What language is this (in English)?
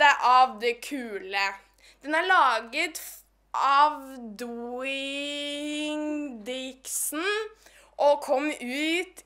Norwegian